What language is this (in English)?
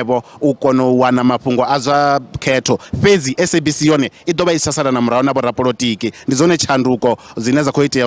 Venda